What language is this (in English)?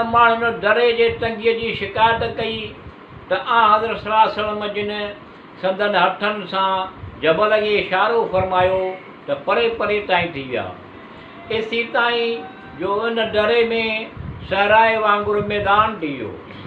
Sindhi